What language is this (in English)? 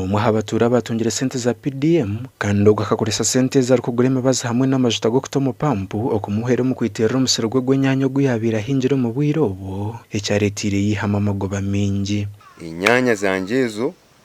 Nyankole